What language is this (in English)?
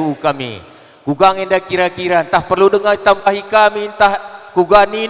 Batak Karo